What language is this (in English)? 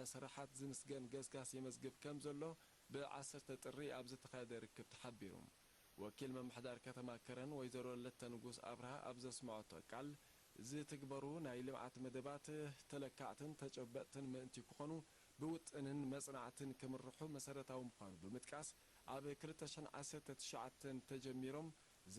Tigrinya